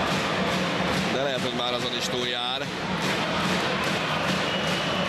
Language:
Hungarian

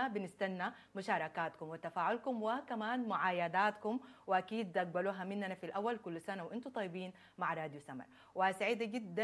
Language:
Sudanese Arabic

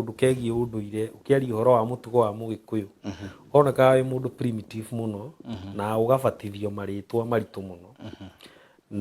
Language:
Kikuyu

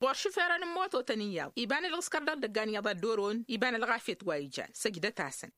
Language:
Tamasheq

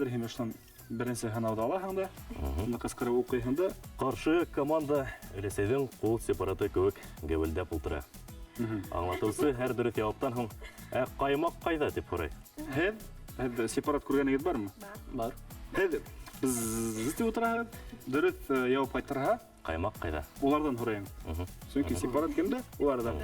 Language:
Bashkir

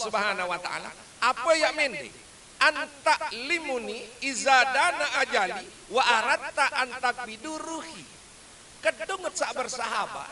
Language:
Sasak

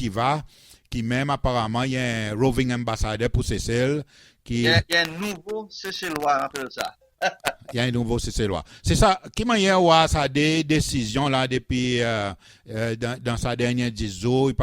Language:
Seselwa Creole French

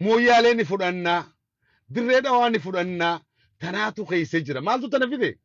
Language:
Oromo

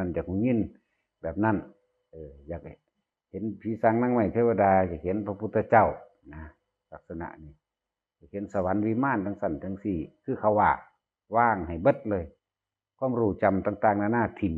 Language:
Northeastern Thai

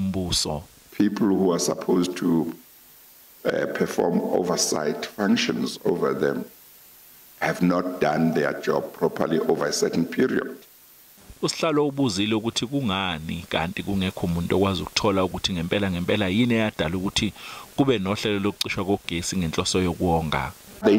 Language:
Zulu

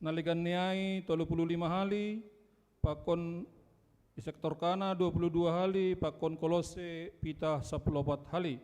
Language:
Batak Simalungun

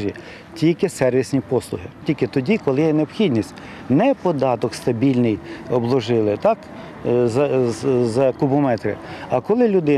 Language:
Ukrainian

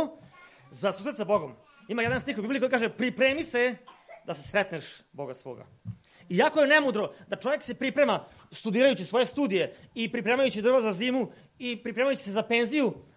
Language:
Serbian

